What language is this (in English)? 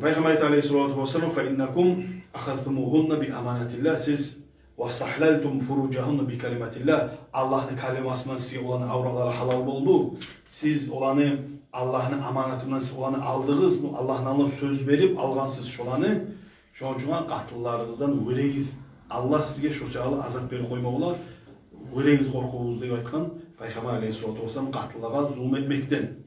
Kumyk